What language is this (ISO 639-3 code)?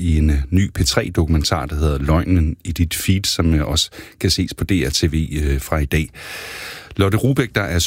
dan